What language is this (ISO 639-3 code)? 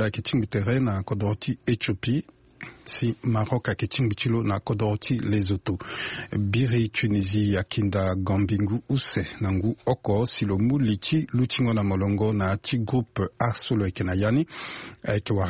sag